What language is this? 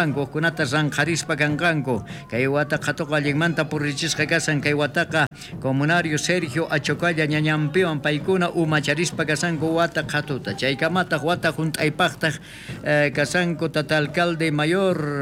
South Bolivian Quechua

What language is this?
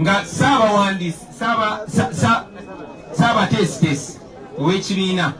Ganda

